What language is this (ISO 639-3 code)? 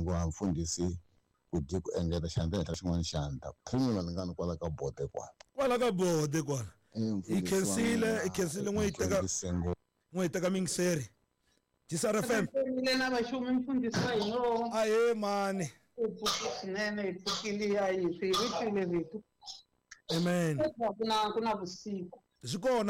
tso